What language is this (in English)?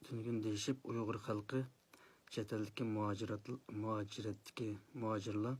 Uyghur